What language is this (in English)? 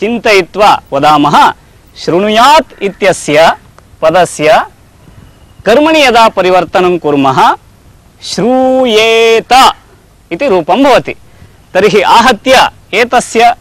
Sanskrit